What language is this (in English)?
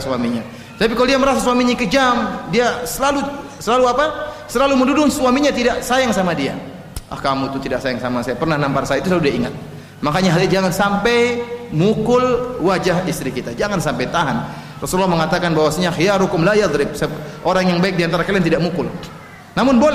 Indonesian